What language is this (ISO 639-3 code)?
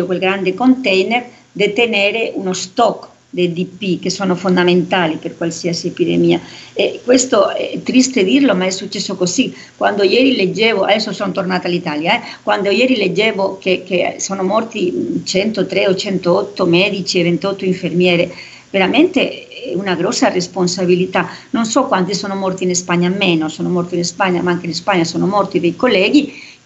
ita